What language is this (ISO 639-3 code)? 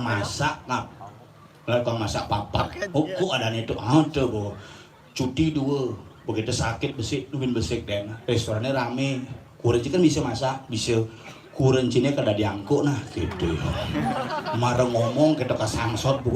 ban